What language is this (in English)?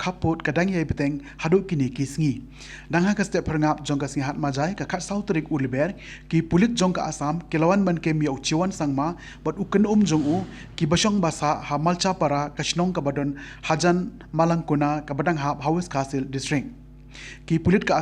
Khasi